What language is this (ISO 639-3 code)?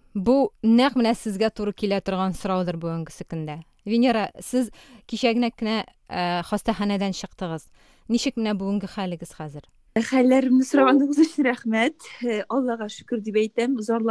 tat